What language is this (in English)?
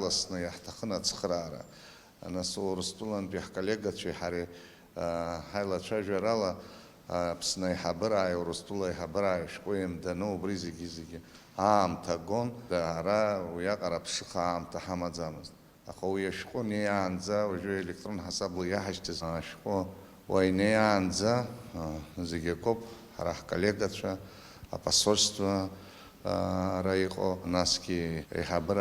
Abkhazian